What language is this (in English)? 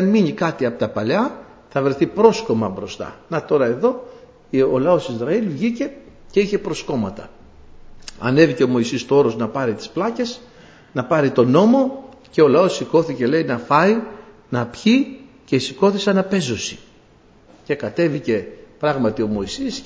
Greek